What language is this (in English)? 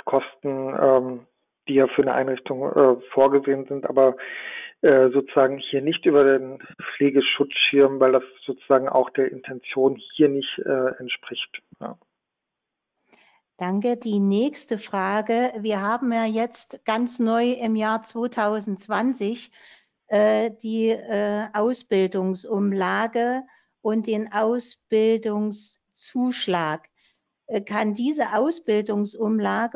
German